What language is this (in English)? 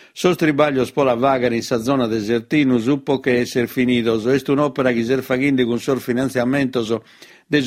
Sardinian